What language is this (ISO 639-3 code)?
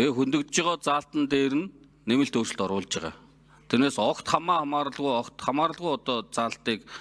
mon